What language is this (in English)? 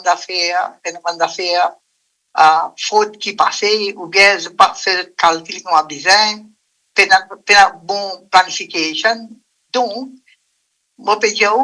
Morisyen